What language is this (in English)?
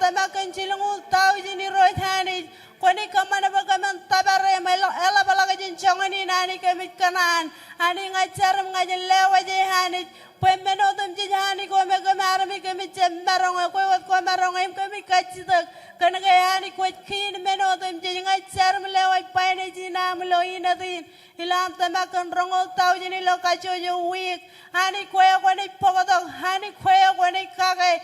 Marshallese